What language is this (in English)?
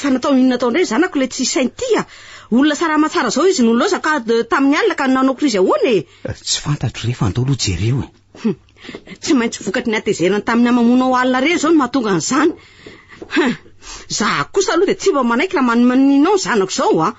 Malagasy